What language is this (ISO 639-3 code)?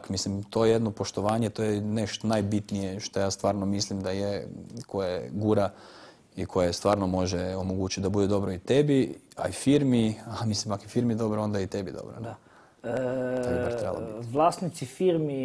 hrv